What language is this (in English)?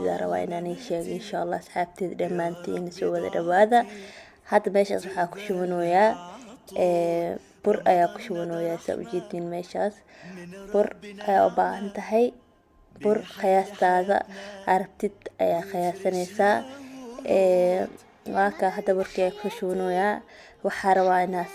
Somali